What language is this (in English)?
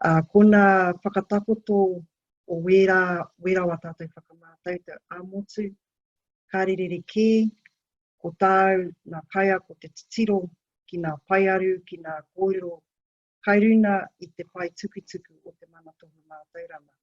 Māori